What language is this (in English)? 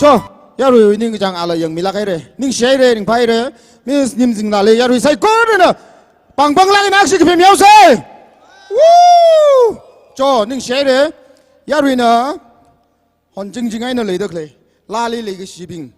Tangkhul Naga (India)